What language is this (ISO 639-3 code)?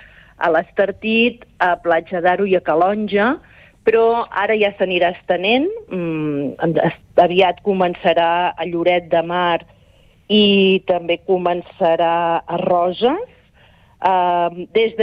cat